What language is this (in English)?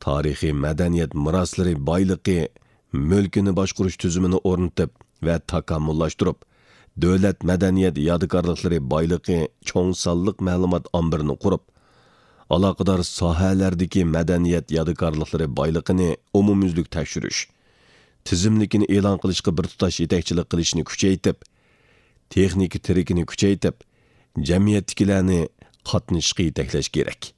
Uyghur